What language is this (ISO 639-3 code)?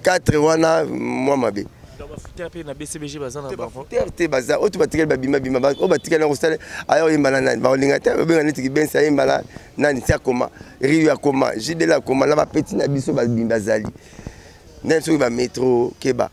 lin